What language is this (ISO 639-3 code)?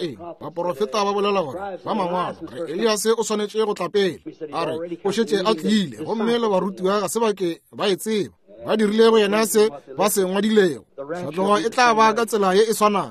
nso